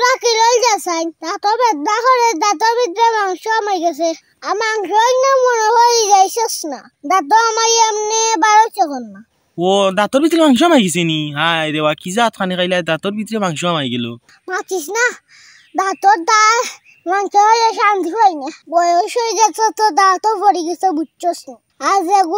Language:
Sylheti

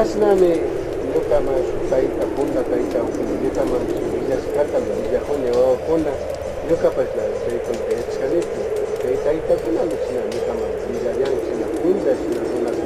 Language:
Imbabura Highland Quichua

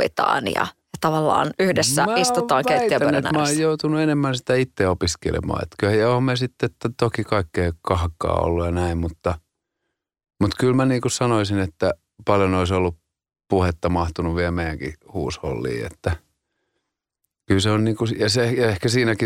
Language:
Finnish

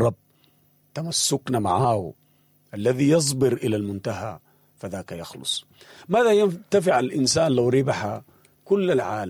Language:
Sudanese Arabic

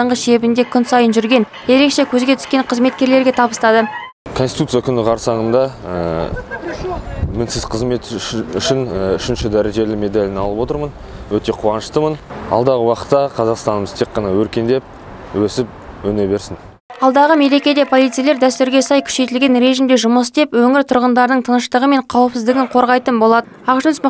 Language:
Kazakh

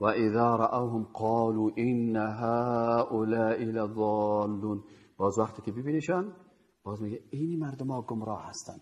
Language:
Persian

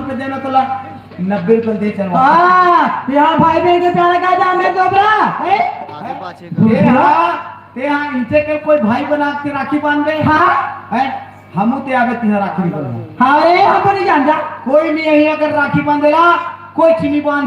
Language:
Chhattisgarhi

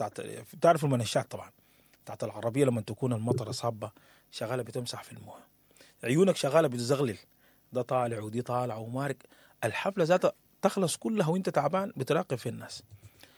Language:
Sudanese Arabic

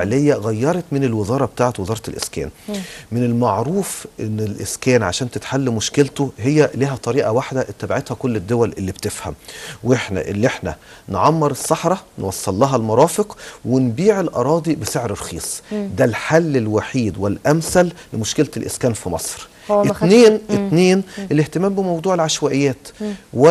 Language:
Egyptian Arabic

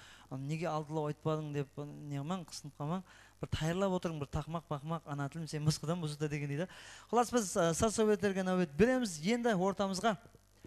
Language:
Kara-Kalpak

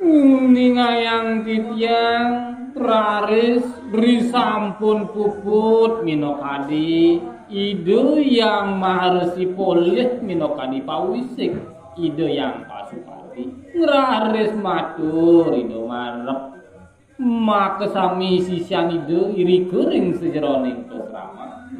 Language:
Balinese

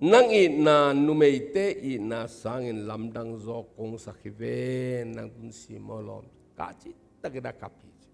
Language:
Tedim Chin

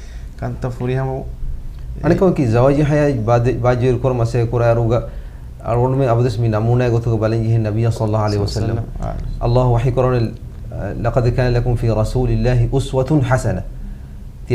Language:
Divehi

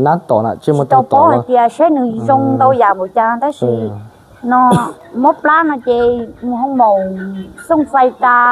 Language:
Hmong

